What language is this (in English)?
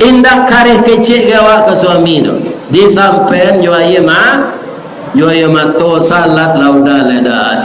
Minangkabau